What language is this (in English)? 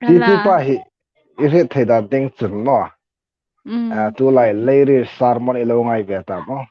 Hmar